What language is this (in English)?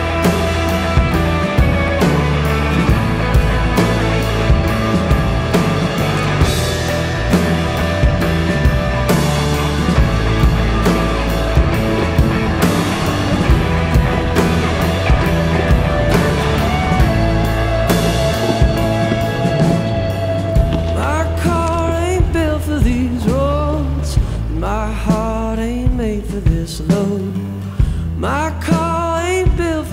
English